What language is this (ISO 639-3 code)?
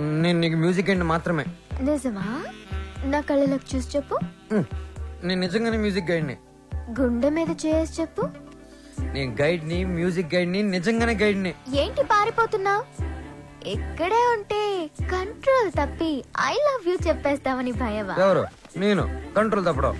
tel